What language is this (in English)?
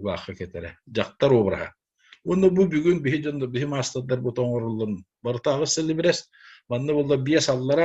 Yakut